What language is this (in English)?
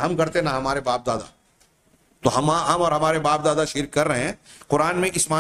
Urdu